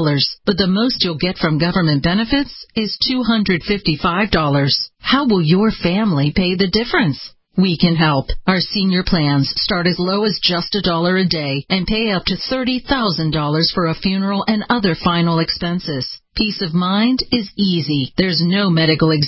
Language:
English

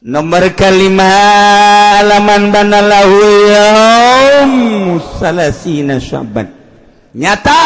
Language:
Sundanese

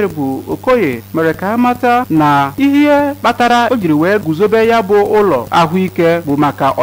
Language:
Igbo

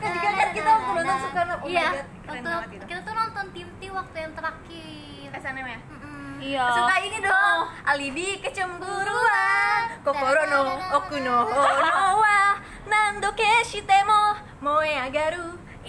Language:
Indonesian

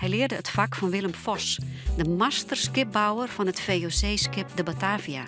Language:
Western Frisian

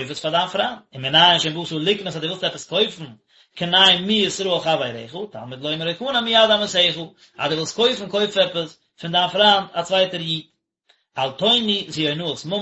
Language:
Yiddish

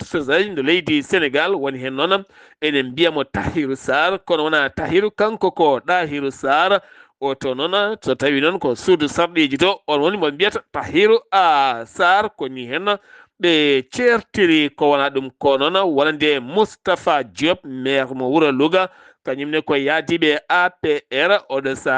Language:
Fula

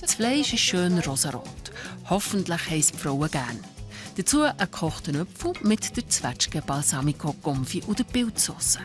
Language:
Swiss German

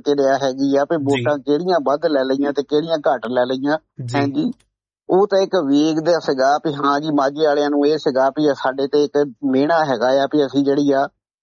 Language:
Punjabi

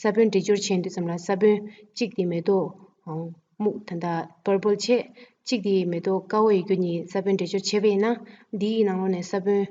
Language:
Tibetan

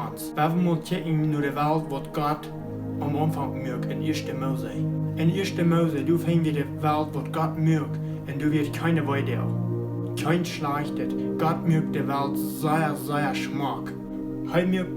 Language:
Plautdietsch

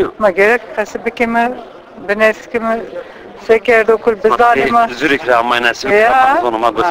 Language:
Zaza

